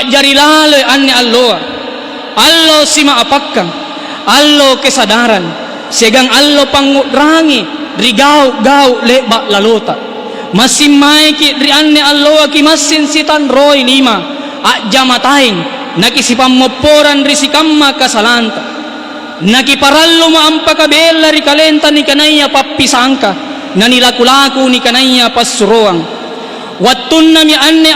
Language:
Makasar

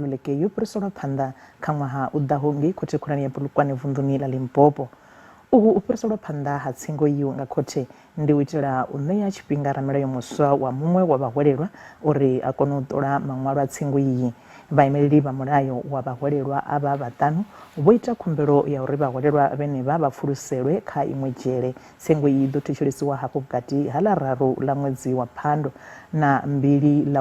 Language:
Venda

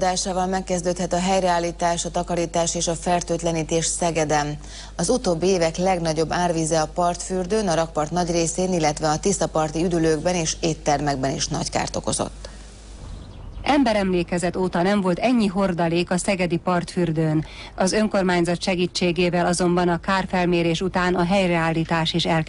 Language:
Hungarian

